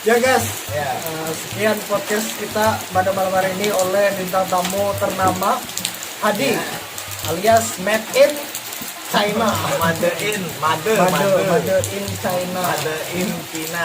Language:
Banjar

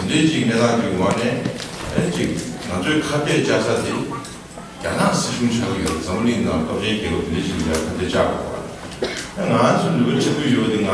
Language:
Tibetan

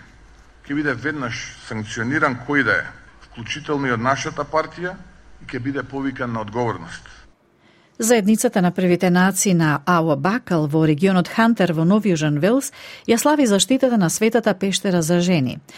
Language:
Macedonian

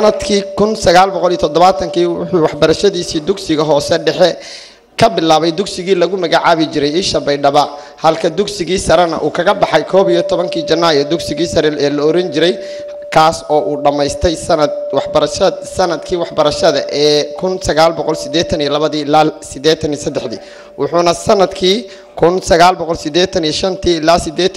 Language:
Somali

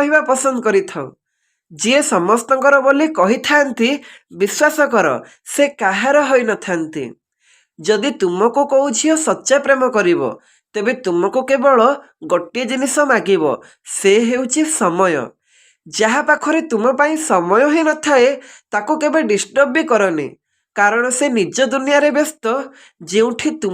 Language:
Odia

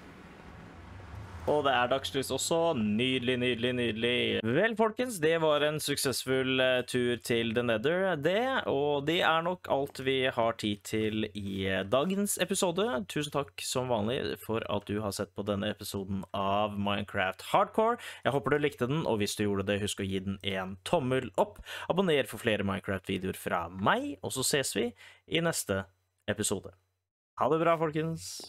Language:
Norwegian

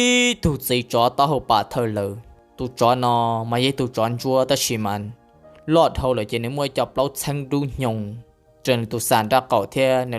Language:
Hmong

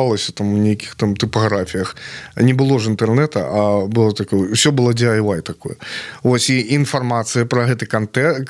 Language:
Belarusian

